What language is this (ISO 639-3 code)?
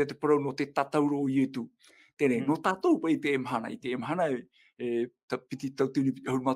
tah